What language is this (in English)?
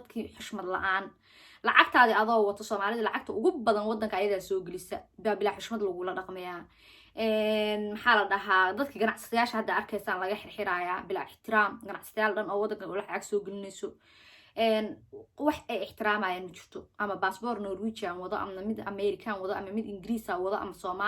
Somali